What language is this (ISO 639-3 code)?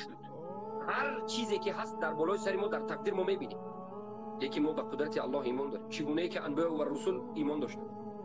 tgk